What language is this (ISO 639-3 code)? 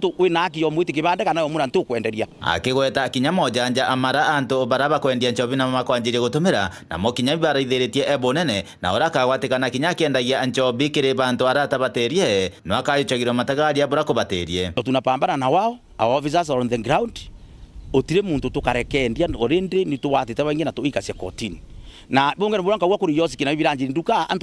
mer